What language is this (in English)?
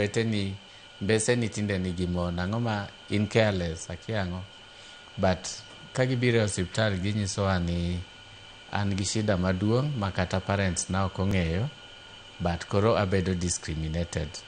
Luo (Kenya and Tanzania)